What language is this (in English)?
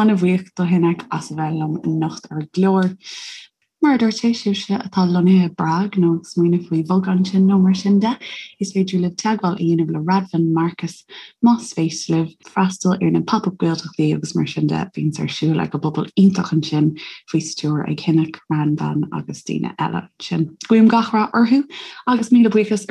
Irish